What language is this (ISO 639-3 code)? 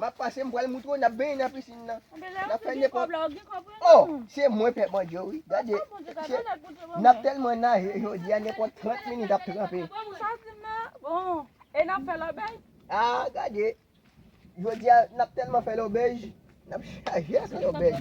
hat